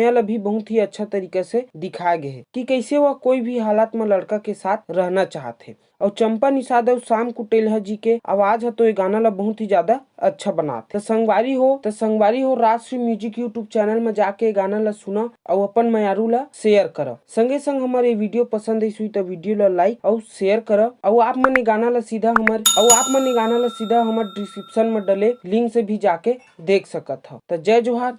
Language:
Chhattisgarhi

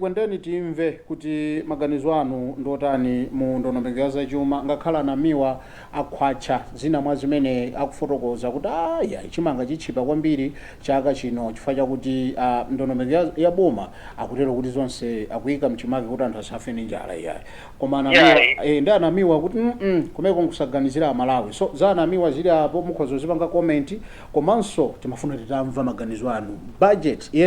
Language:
Nyanja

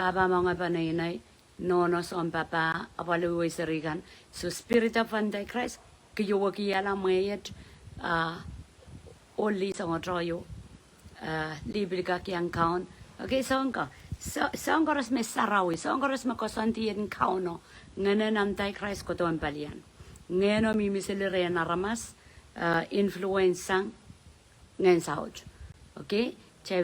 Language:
Pohnpeian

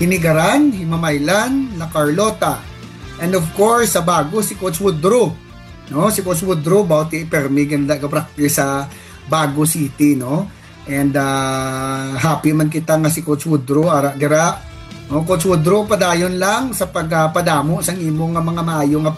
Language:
Hiligaynon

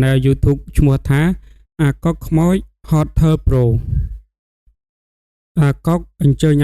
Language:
Khmer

